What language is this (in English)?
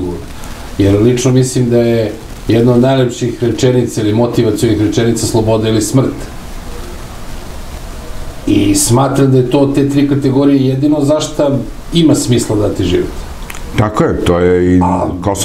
Serbian